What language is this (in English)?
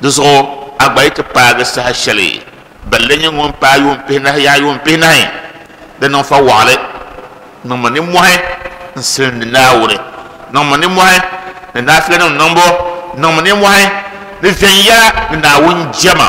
Dagbani